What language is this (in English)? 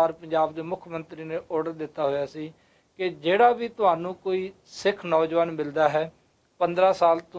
Punjabi